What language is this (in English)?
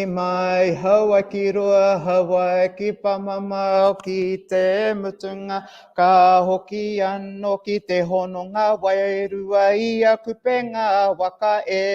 Māori